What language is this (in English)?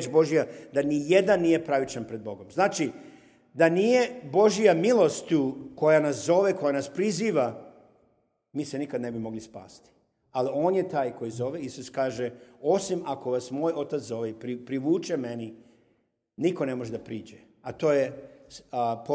Serbian